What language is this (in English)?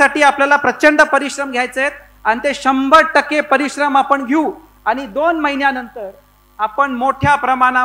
Marathi